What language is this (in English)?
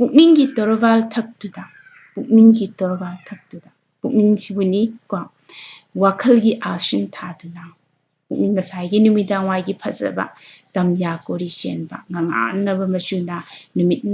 Manipuri